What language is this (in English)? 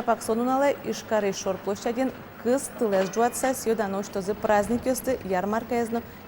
Udmurt